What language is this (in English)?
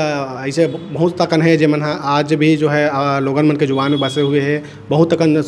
Chhattisgarhi